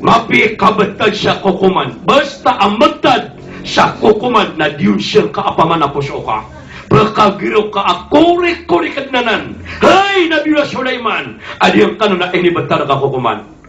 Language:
Maranao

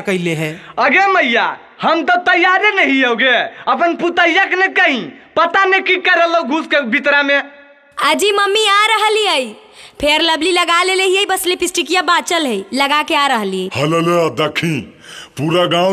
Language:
Magahi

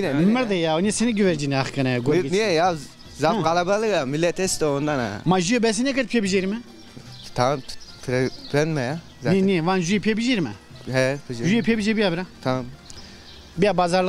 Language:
Zaza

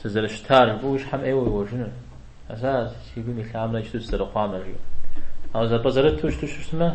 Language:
Kabardian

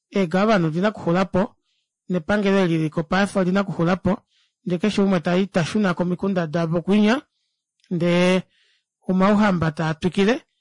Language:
Kuanyama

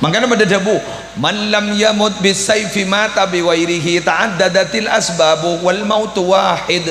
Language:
Madurese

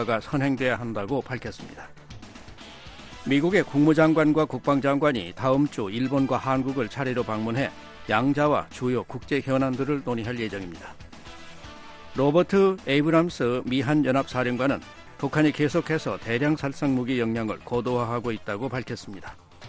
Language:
Korean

